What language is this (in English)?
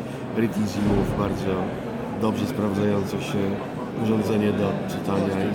Polish